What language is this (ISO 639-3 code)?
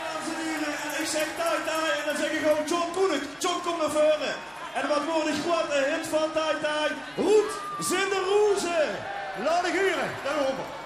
lim